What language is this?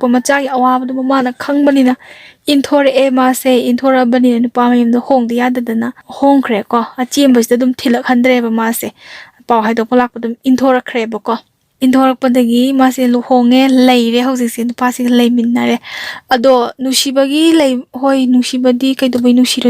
Manipuri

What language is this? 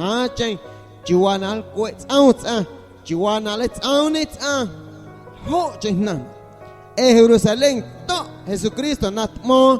Guerrero Amuzgo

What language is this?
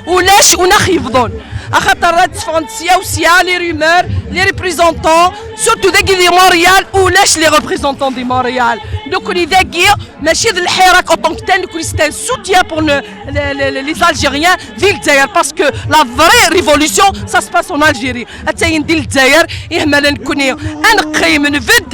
Kabyle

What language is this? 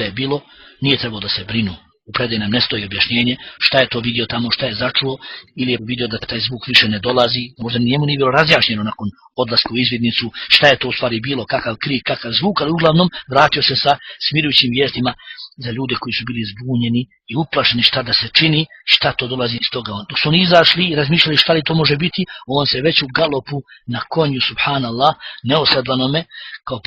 Bosnian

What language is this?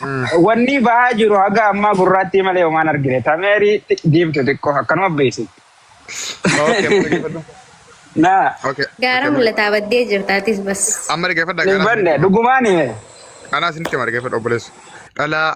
Oromo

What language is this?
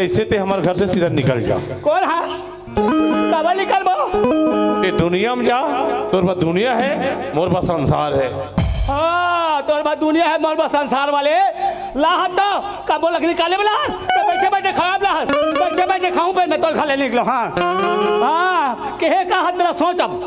Chhattisgarhi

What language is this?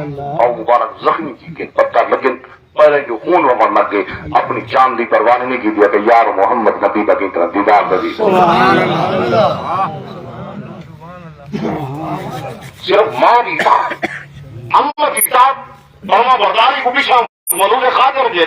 Saraiki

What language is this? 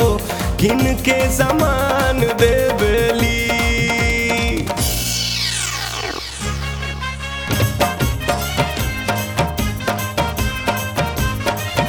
Bhojpuri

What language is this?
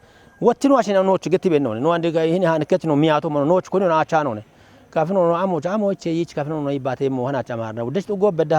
Kafa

